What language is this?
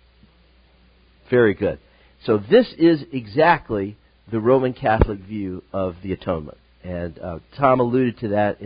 English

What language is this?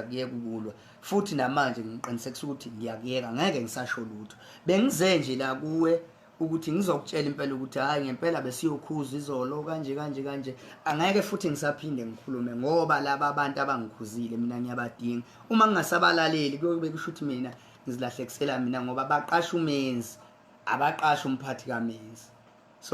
Zulu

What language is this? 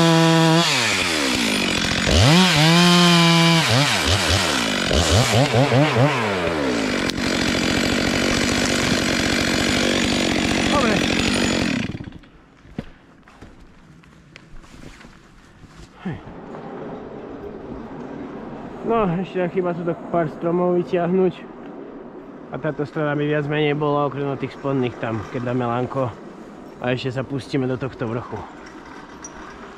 Slovak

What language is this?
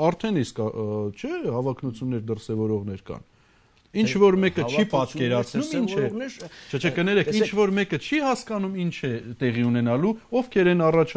Armenian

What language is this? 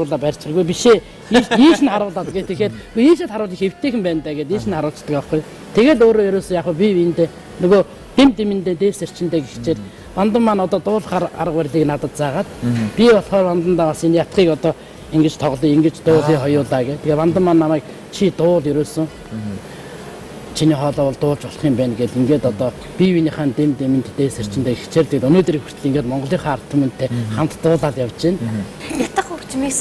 Mongolian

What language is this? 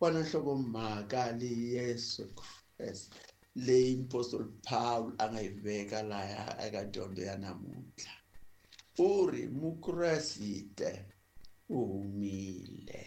Tsonga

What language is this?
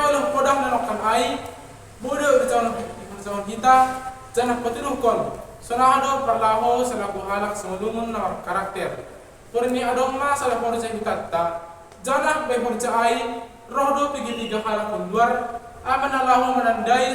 Batak Simalungun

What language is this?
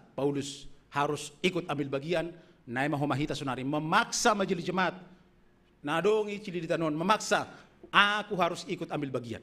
Batak Simalungun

